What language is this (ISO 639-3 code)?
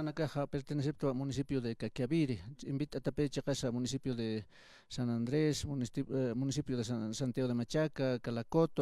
aym